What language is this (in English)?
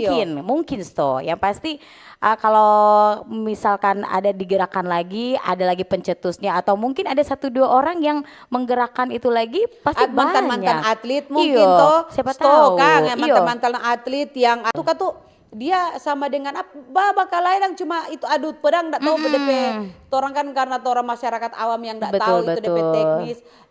Manado Malay